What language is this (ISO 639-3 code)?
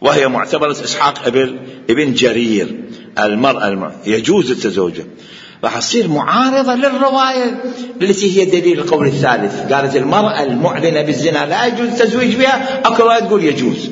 acm